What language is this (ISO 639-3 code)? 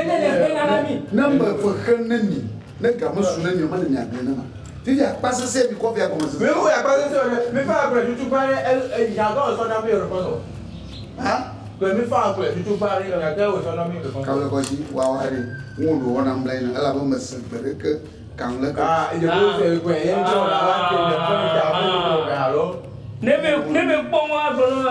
ewe